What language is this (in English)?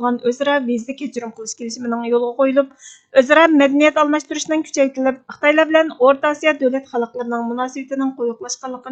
Uyghur